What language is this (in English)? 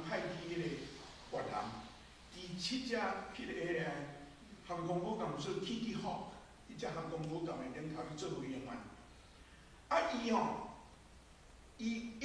Min Nan Chinese